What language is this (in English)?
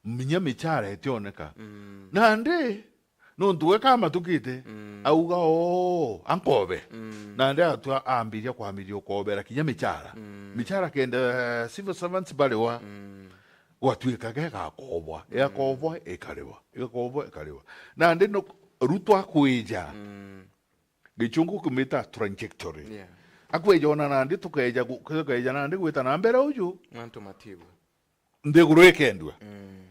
Meru